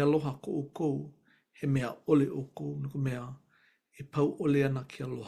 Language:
Hawaiian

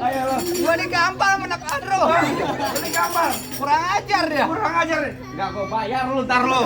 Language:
Betawi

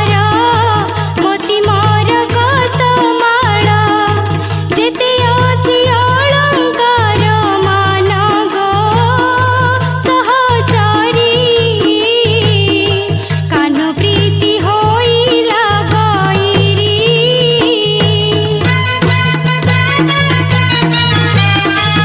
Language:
Odia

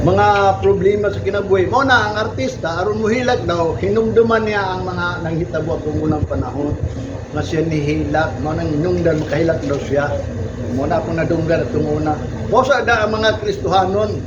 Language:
Cebuano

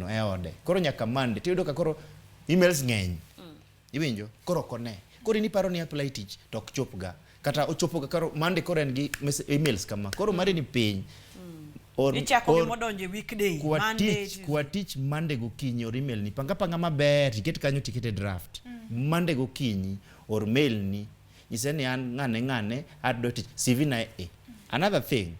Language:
Luo (Kenya and Tanzania)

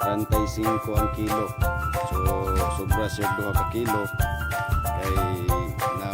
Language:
Cebuano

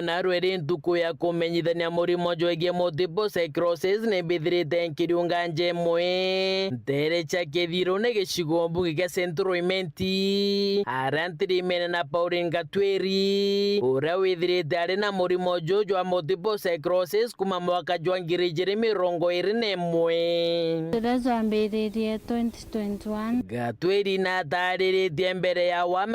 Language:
Meru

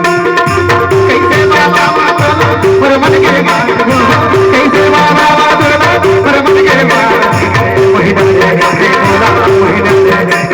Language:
Chhattisgarhi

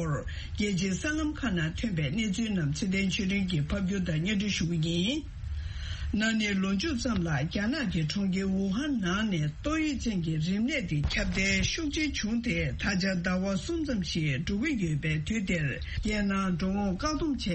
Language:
Tibetan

